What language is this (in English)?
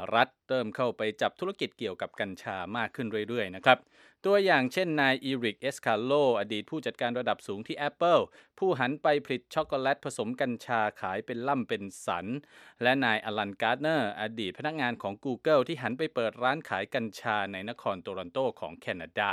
Thai